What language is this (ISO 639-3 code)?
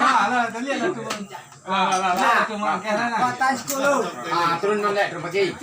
min